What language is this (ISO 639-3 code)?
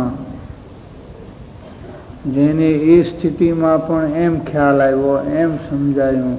guj